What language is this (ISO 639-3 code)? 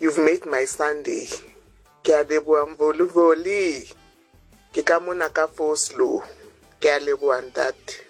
sot